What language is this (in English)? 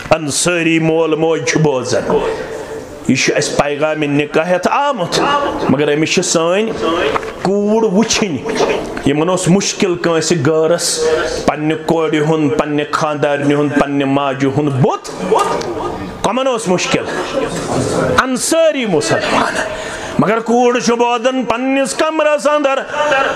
Kashmiri